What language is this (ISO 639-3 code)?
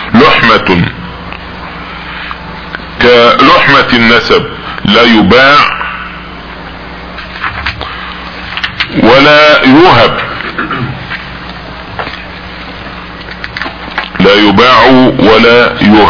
eng